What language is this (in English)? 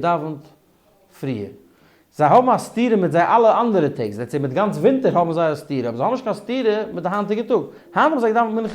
Yiddish